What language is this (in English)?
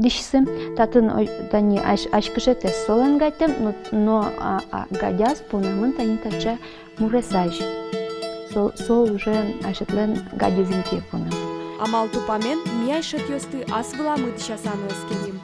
Udmurt